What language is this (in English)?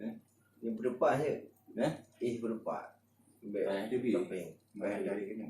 Achinese